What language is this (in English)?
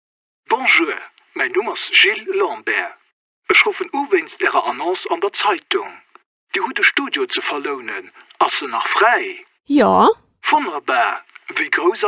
Luxembourgish